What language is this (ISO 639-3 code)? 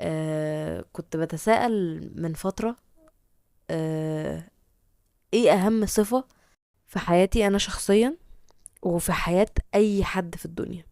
arz